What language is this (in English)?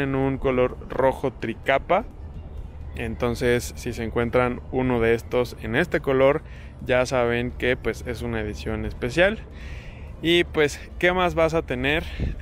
Spanish